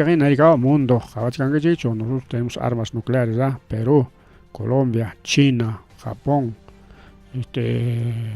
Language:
Ayacucho Quechua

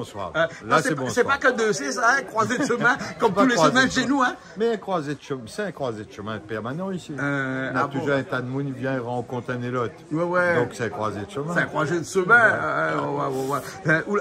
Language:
Réunion Creole French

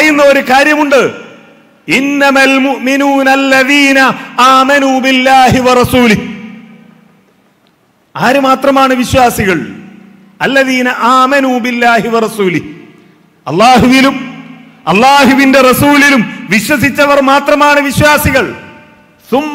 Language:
Malayalam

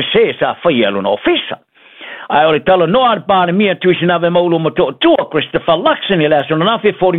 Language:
Samoan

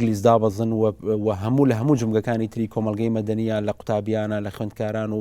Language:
Central Kurdish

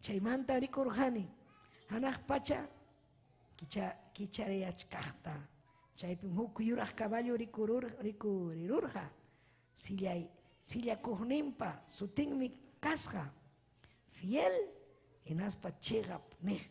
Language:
Ayacucho Quechua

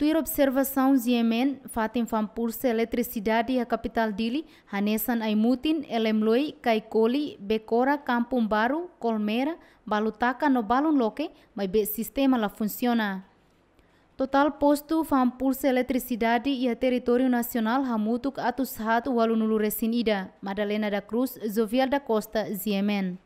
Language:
Tetum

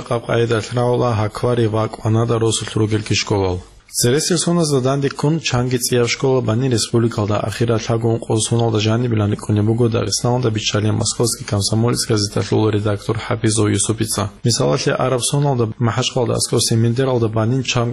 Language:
Avaric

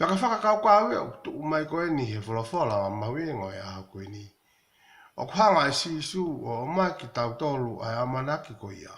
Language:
Tongan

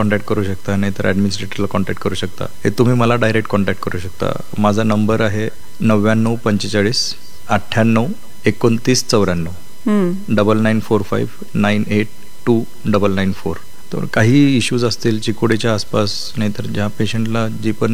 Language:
Marathi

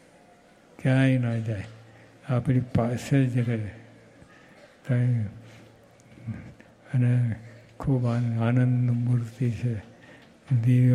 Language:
Gujarati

